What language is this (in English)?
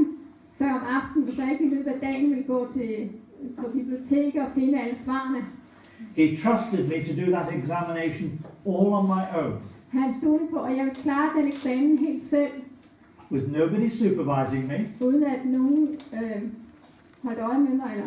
Danish